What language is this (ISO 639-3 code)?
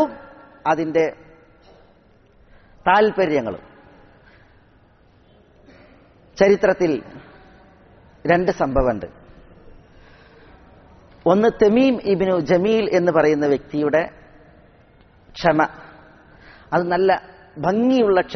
mal